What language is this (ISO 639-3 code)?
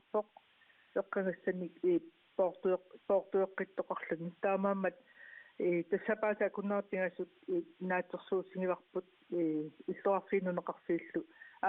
kal